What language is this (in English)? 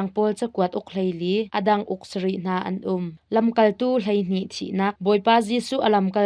Hakha Chin